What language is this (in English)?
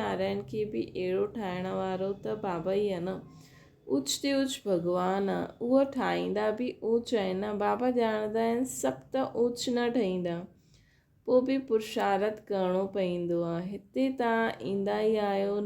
Sindhi